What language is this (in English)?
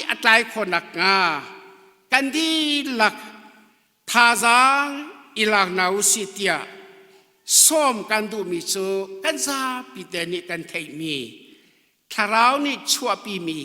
Hakha Chin